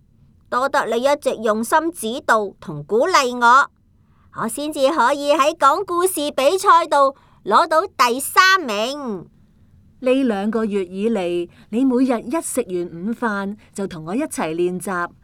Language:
Cantonese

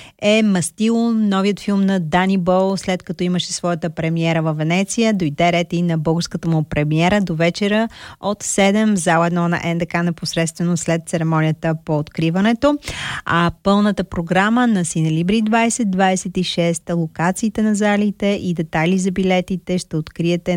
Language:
Bulgarian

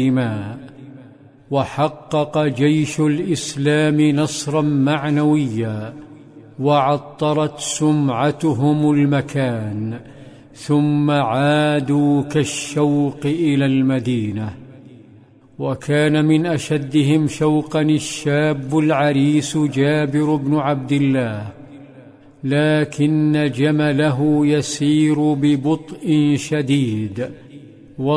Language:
Arabic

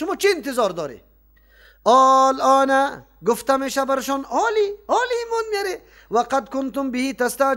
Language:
Persian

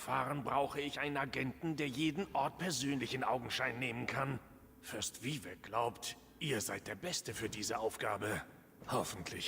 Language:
Swiss German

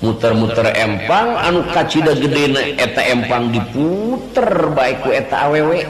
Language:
Sundanese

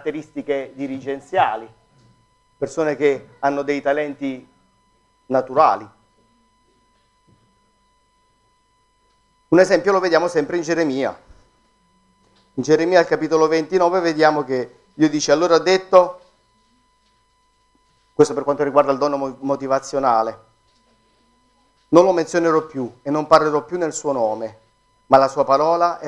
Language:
Italian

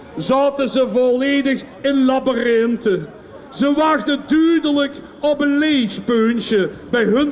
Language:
Limburgish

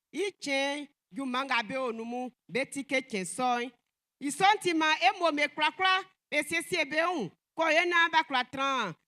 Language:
Baoulé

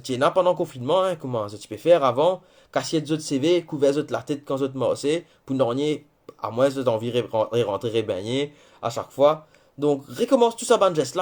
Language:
Morisyen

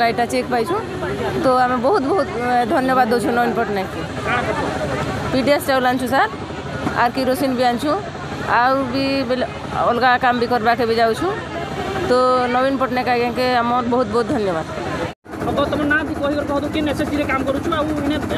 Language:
Odia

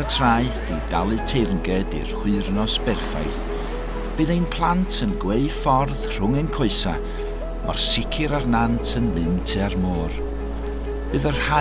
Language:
Welsh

